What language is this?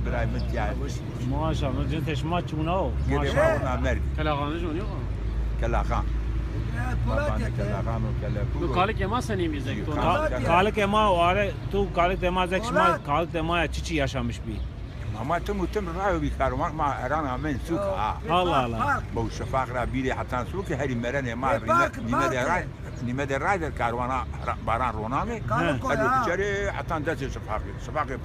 Zaza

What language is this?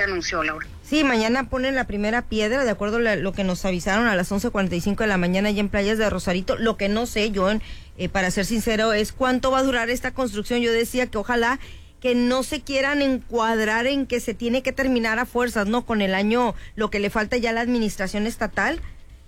Spanish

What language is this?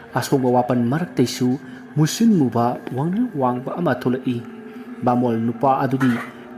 Manipuri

